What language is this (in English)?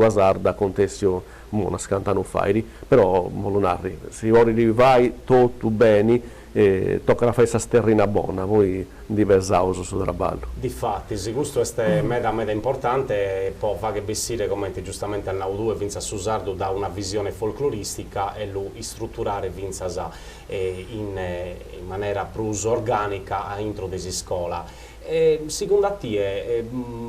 Sardinian